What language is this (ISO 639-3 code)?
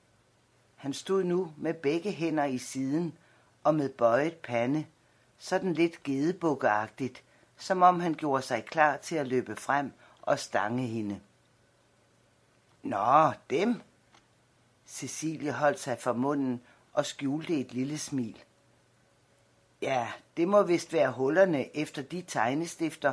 dan